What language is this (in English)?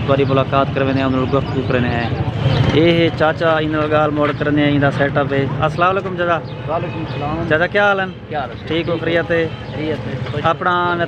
Saraiki